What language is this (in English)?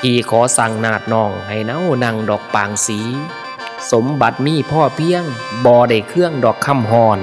Northeastern Thai